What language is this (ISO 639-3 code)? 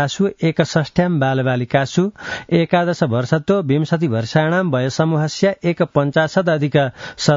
san